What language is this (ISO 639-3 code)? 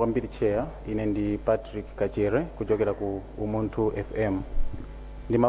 nya